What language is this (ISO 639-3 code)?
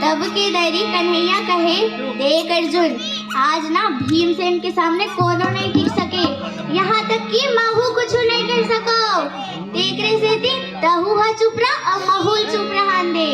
hne